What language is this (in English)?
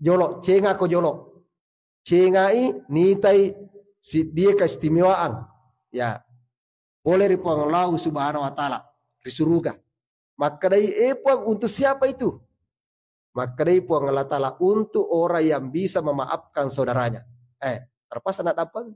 Buginese